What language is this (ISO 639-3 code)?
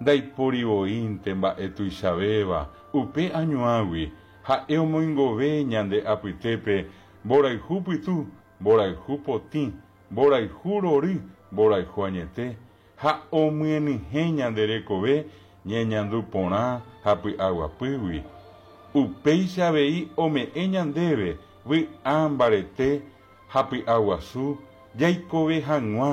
grn